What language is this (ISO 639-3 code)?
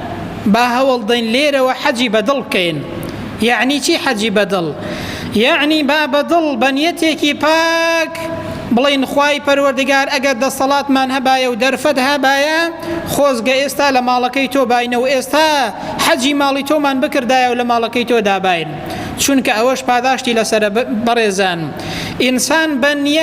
ckb